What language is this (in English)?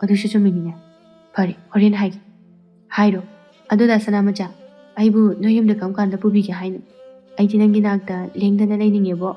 Manipuri